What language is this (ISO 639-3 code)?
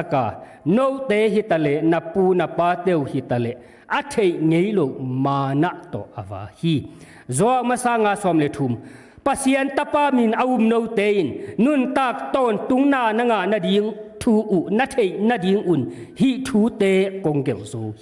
ctd